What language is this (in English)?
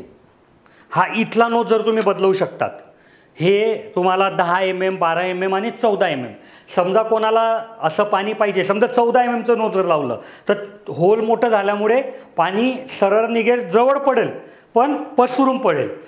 Marathi